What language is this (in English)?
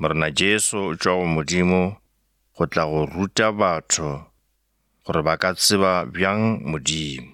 Northern Sotho